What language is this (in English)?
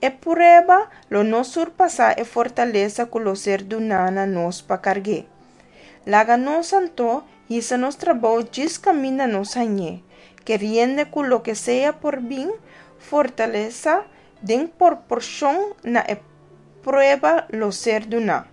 Papiamento